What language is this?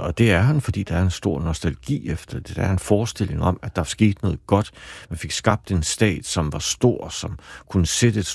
Danish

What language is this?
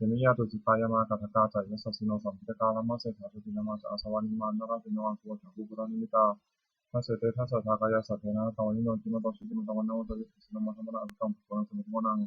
Pali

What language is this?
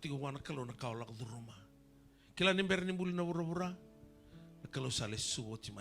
Fijian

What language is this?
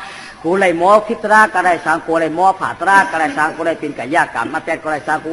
Shan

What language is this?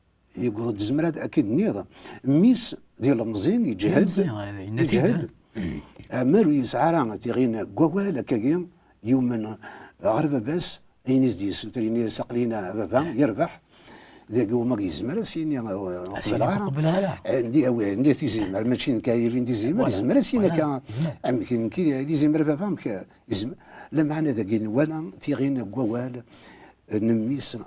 Kabyle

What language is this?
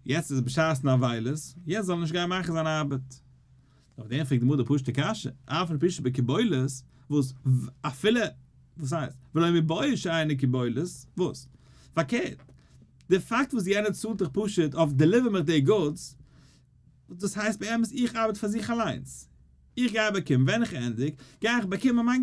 Yiddish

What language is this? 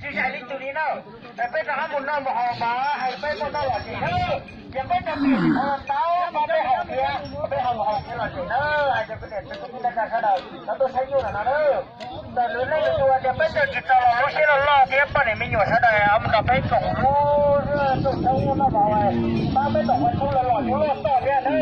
Hmong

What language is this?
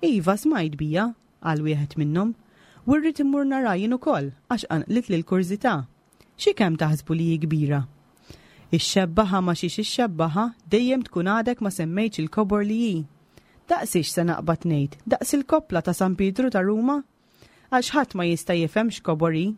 Maltese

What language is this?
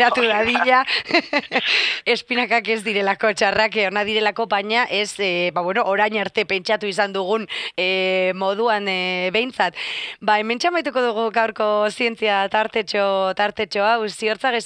Basque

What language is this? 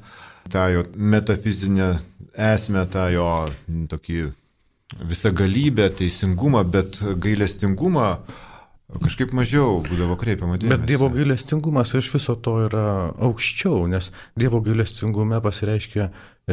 Lithuanian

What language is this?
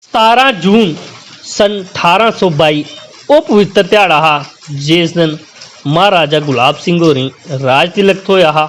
Dogri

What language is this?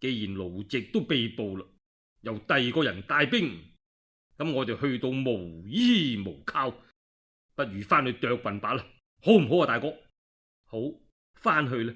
Cantonese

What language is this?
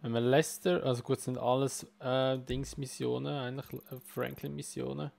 Swiss German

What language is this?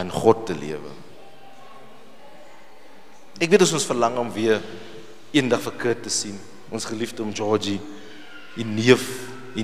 Afrikaans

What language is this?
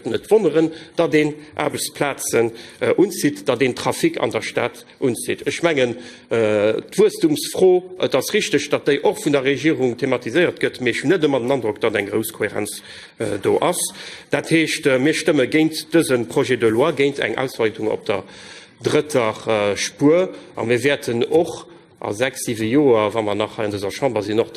Luxembourgish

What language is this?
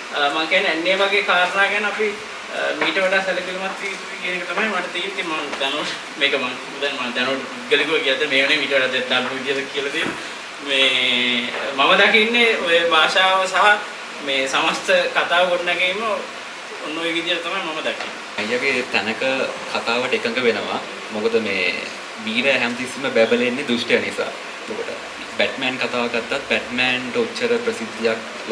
Sinhala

